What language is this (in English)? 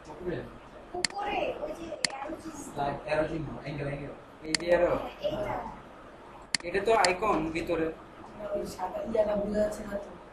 Bangla